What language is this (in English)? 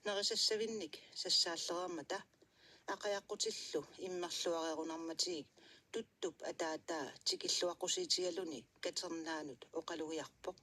Kalaallisut